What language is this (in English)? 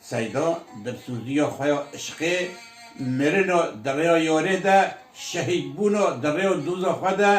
Kurdish